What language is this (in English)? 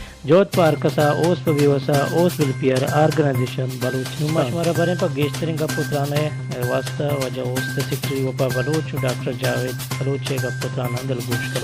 Baluchi